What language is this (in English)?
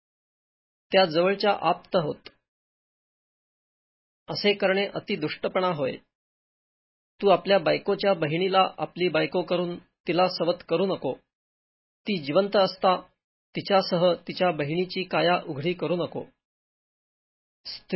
Marathi